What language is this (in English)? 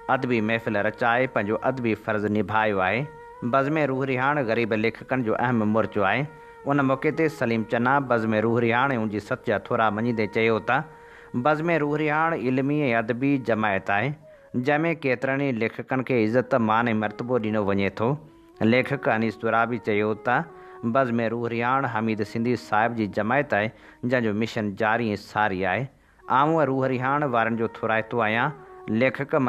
Sindhi